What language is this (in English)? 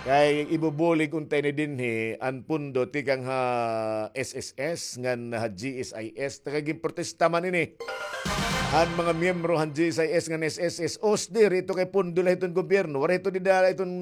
Waray